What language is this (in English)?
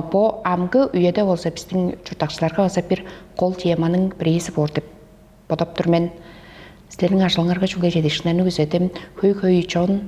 Tuvinian